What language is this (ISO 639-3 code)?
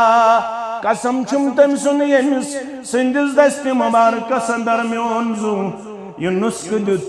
kas